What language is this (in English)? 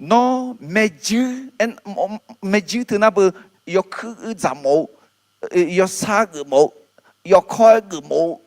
Akha